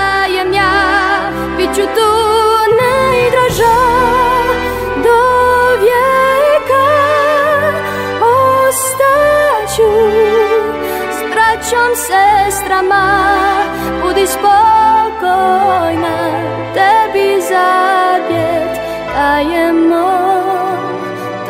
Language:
Serbian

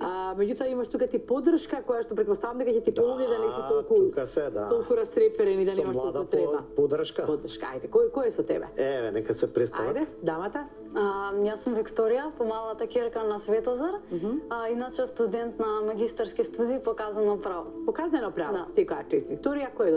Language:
Macedonian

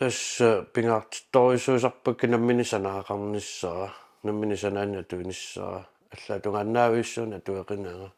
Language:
Kalaallisut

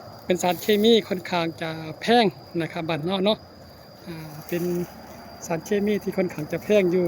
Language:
Northeastern Thai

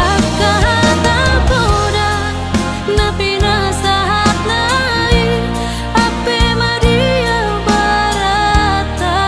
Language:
Batak Toba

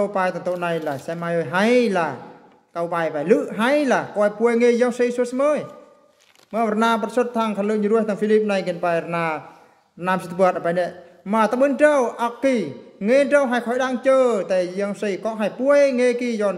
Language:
Eastern Bru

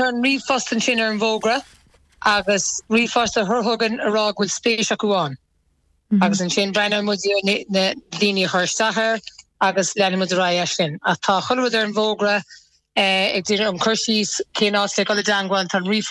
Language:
Irish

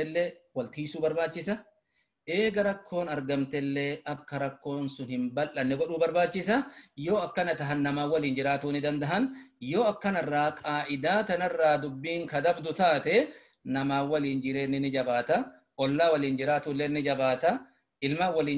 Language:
Oromo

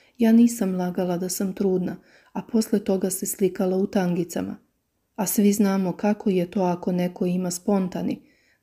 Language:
Serbian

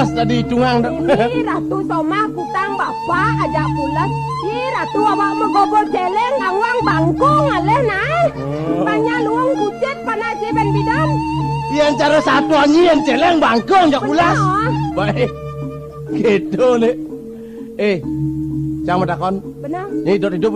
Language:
Balinese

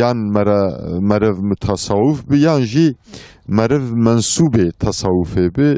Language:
Kurdish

